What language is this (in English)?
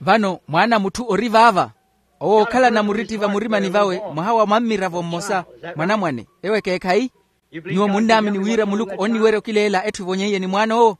Makhuwa